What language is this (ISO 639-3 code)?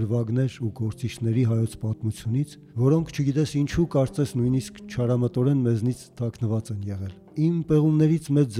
hye